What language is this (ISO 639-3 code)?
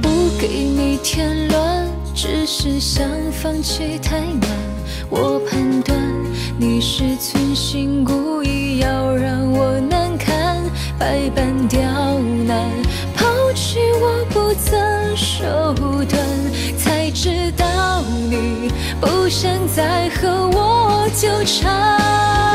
zho